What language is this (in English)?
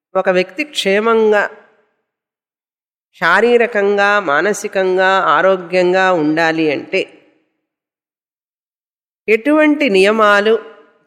Telugu